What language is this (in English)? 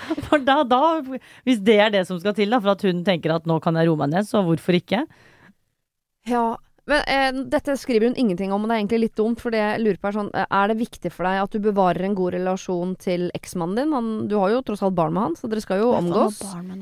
Norwegian